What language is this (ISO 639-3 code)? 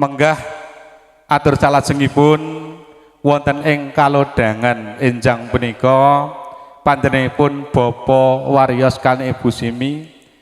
jav